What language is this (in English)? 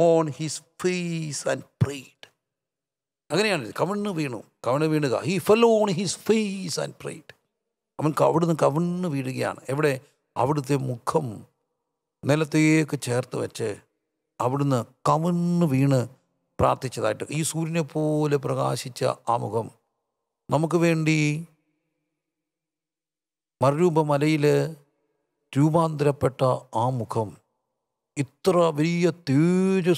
Malayalam